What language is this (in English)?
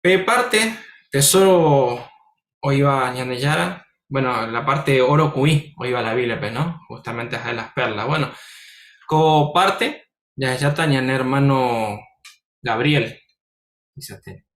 Guarani